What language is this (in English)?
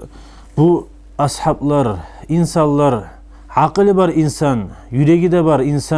Kumyk